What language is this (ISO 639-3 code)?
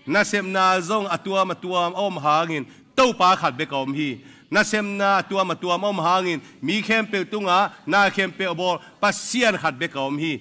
ctd